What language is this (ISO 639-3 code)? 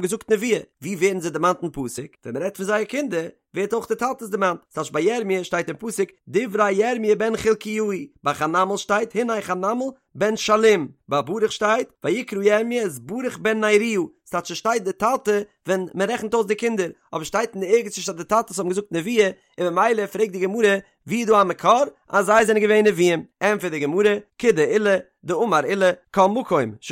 yid